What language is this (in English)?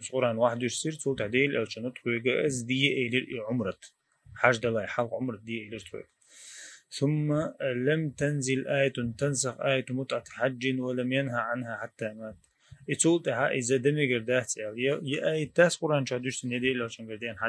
Chechen